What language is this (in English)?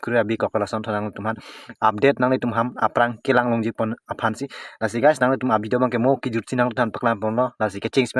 Karbi